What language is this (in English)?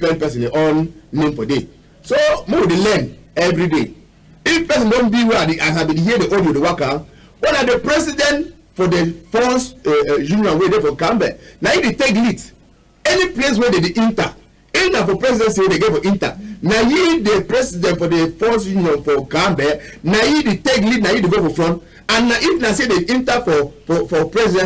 Cameroon Pidgin